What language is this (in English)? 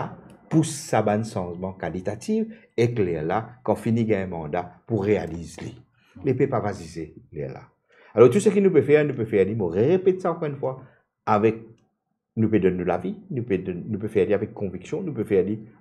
Morisyen